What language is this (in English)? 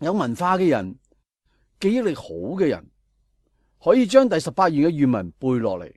Cantonese